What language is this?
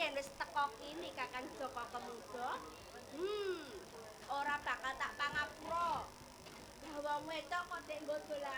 Javanese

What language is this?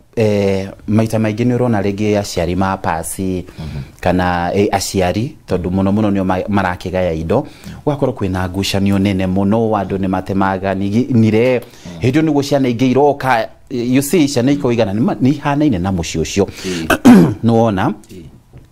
Kikuyu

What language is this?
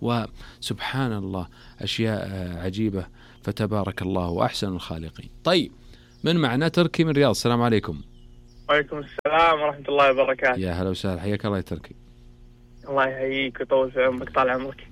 Najdi Arabic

